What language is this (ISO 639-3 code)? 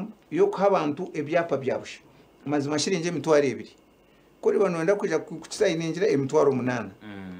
nyn